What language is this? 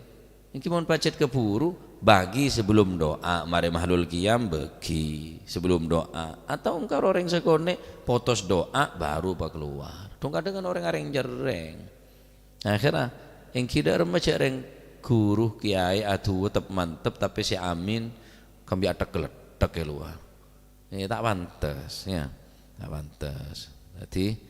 Madurese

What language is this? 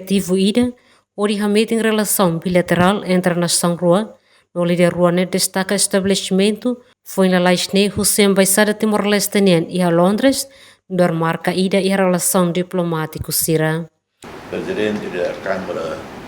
Tetum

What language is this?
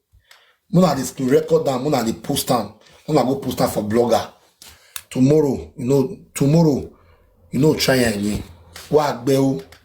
Nigerian Pidgin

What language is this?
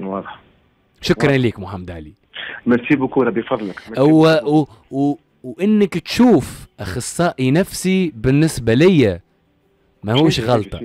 Tunisian Arabic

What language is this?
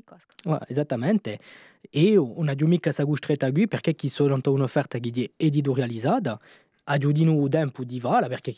Corsican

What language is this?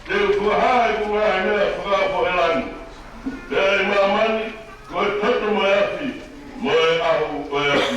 Tongan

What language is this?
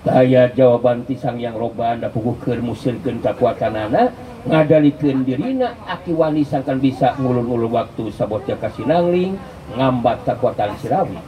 Sundanese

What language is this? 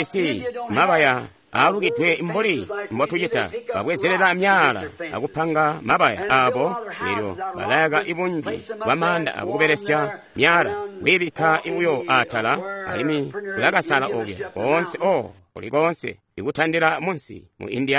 Tonga (Zambia)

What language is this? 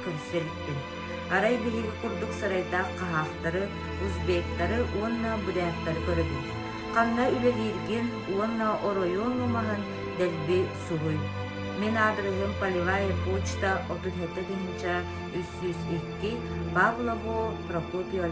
Yakut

